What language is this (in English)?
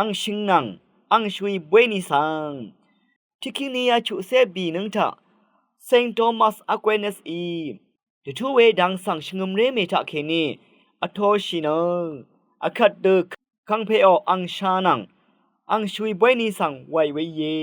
Rawang